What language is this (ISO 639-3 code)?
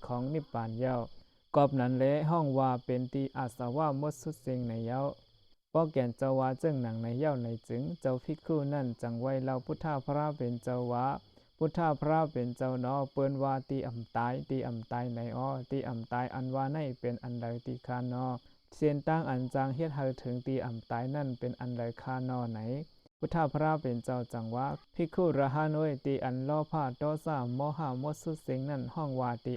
shn